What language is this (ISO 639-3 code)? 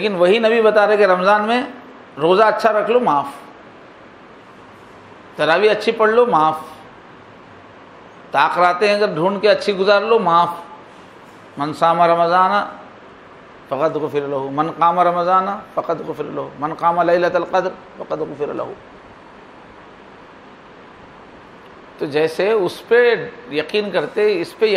urd